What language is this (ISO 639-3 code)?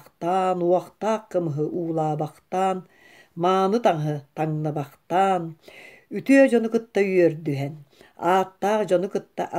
sah